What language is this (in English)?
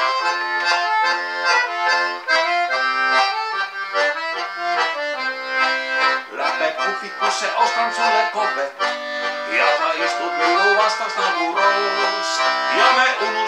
Estonian